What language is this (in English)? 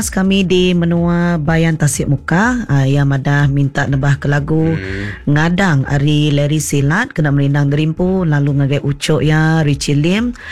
Iban